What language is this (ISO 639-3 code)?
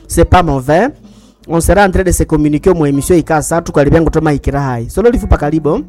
swa